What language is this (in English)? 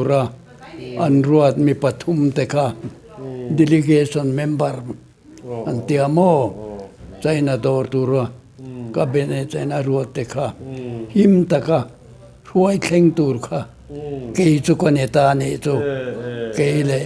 Mizo